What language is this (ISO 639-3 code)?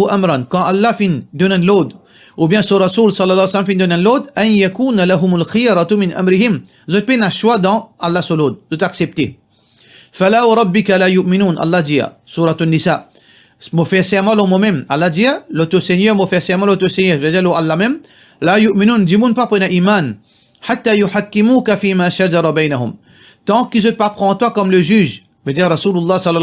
mfe